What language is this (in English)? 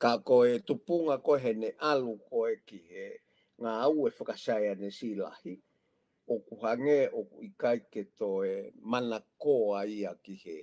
Tongan